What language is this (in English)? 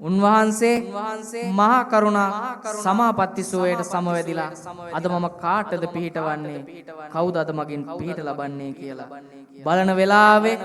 Sinhala